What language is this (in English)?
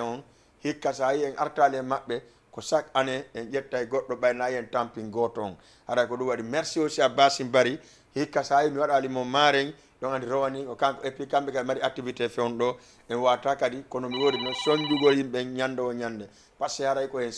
Fula